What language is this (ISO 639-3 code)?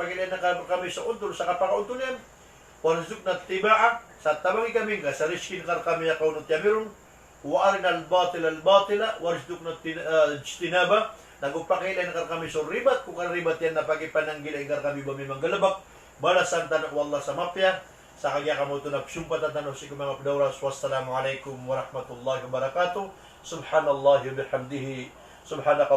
mrw